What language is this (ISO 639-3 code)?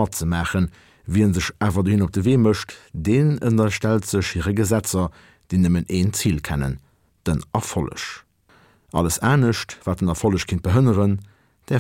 ltz